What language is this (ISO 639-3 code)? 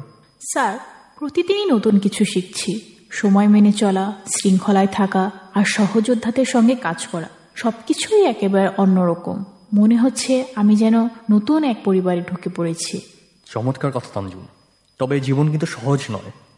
ben